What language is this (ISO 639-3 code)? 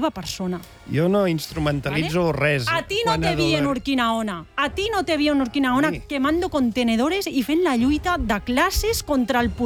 cat